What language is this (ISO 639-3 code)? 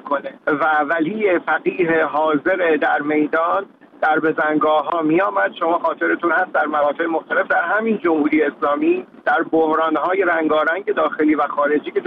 fas